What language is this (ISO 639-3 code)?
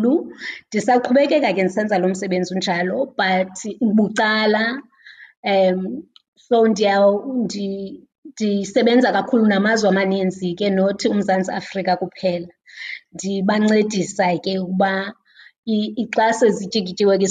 xho